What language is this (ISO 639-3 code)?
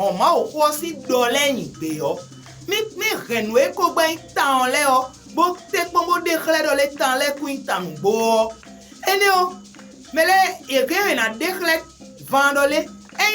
fon